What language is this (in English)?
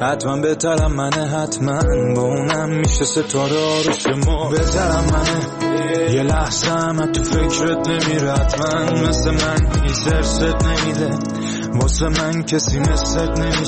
Persian